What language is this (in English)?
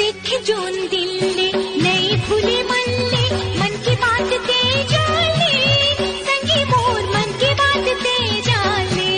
Chhattisgarhi